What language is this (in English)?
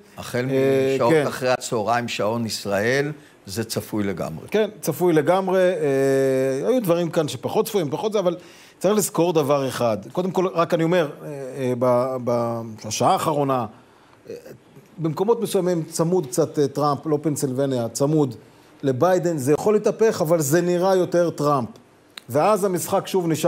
Hebrew